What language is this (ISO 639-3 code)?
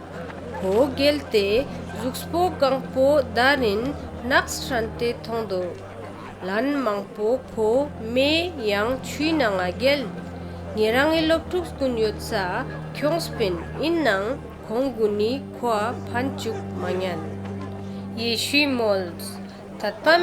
lbj